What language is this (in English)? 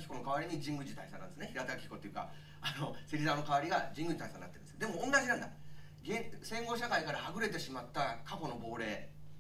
Japanese